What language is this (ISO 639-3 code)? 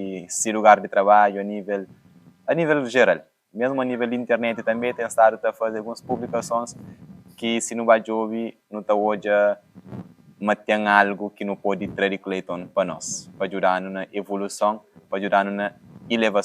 kea